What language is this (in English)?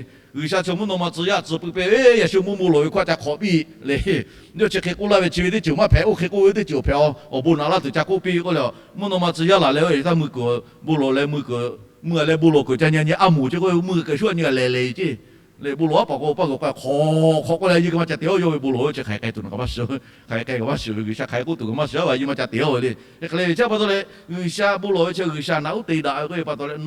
Lahu